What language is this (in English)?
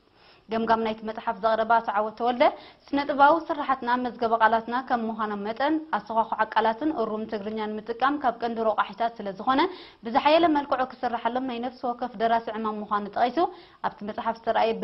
Tigrinya